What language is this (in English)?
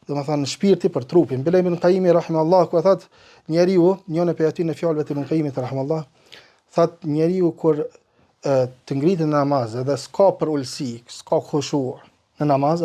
Albanian